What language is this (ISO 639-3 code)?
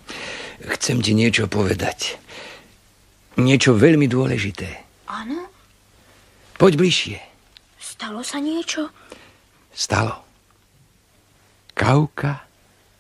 slk